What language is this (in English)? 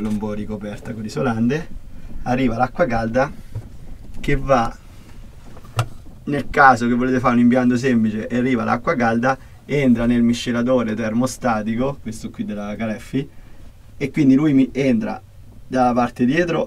Italian